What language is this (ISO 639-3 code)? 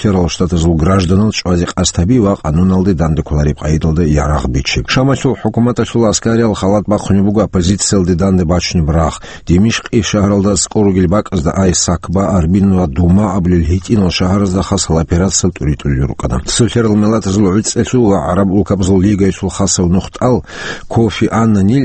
ava